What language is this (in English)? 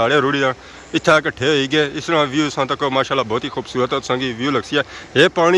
Pahari-Potwari